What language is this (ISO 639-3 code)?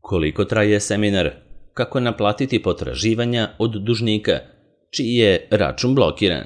srp